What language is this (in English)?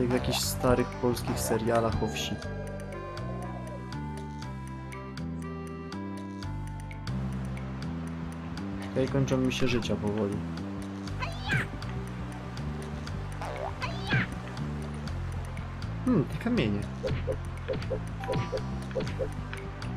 Polish